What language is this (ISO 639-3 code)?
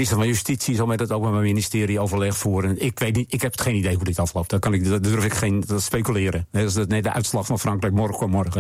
nld